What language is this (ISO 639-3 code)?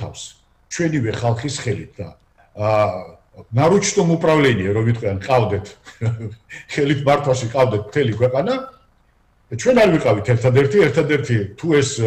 kat